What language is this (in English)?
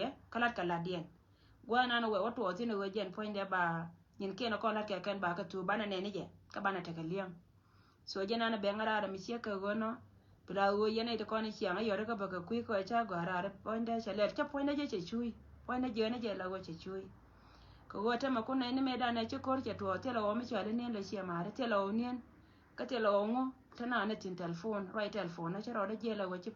Nuer